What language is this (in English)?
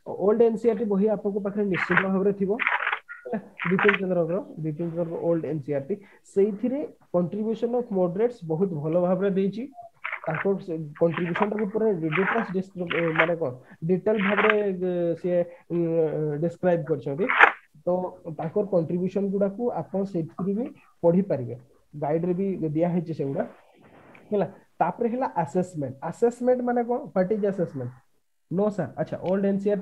Odia